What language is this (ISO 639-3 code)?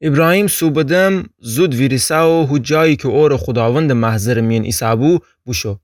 glk